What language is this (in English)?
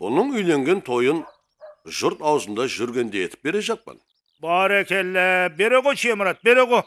Kara-Kalpak